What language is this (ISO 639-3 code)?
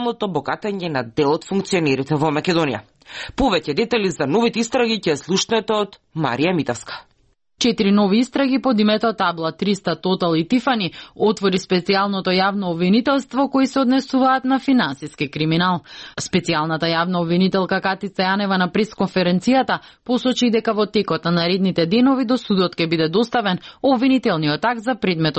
mkd